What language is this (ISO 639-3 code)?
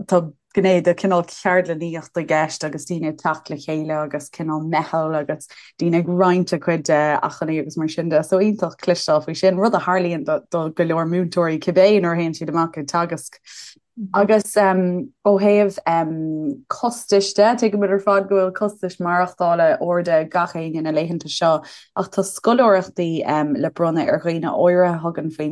gle